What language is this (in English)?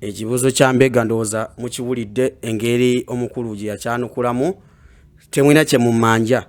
Ganda